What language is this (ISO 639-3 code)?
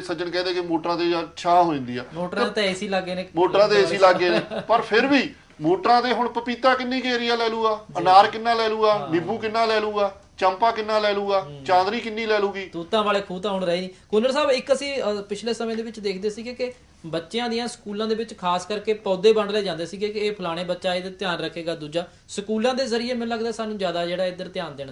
pan